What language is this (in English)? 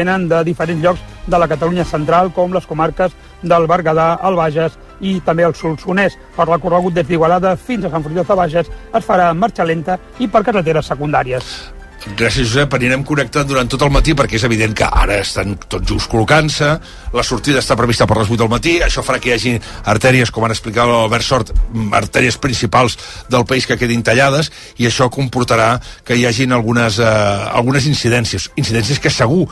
Catalan